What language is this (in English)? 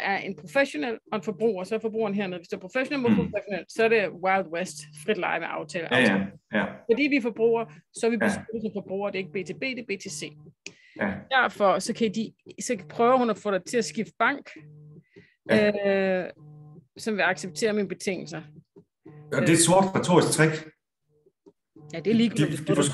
Danish